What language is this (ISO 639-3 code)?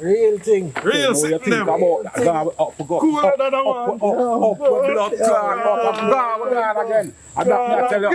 jam